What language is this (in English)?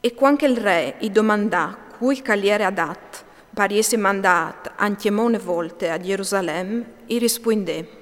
Friulian